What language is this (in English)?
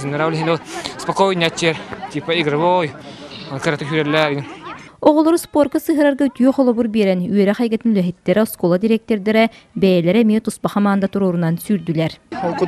Yakut